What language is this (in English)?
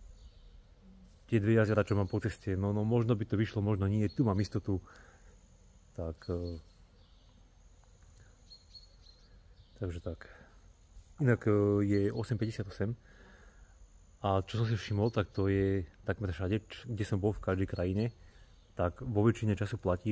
Slovak